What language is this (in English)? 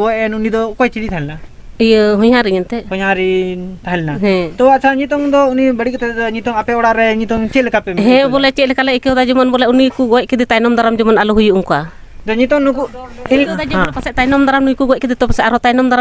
Santali